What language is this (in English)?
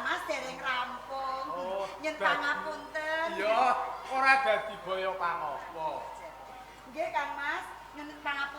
Javanese